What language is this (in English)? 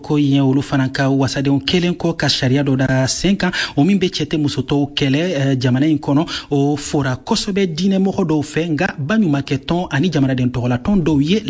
Bambara